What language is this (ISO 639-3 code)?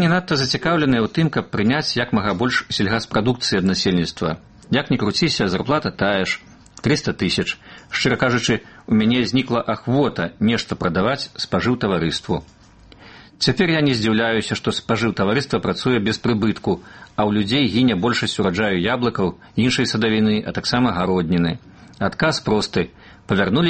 bel